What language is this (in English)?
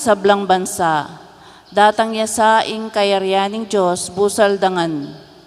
Pampanga